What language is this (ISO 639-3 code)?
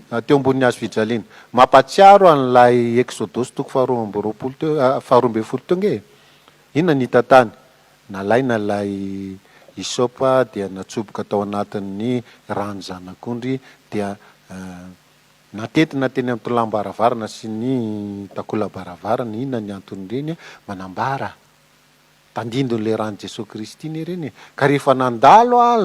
mlg